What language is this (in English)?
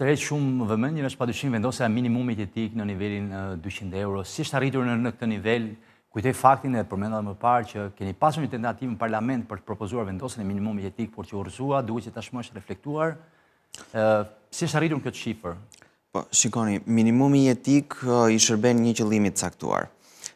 Albanian